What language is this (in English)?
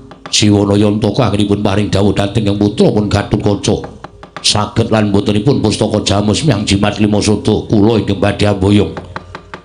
Javanese